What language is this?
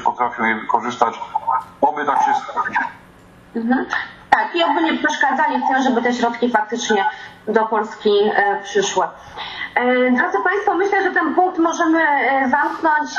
Polish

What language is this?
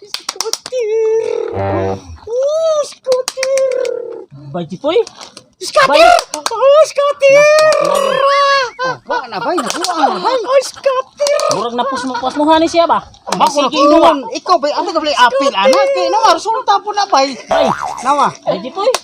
Cebuano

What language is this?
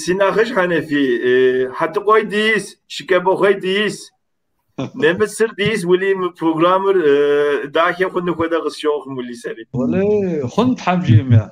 Kabardian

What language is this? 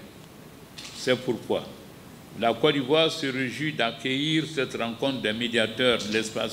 French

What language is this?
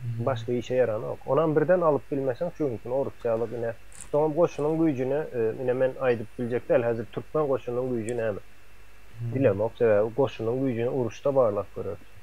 Turkmen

